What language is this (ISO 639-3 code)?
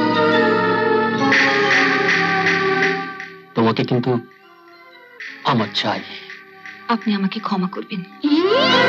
ben